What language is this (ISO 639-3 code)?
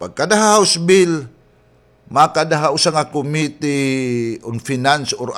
war